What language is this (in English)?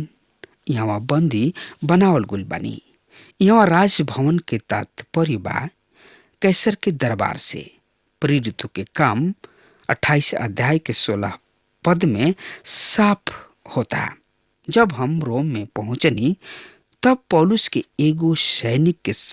Bhojpuri